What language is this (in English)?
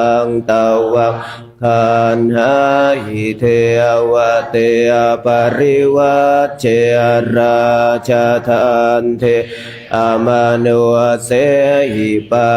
Pali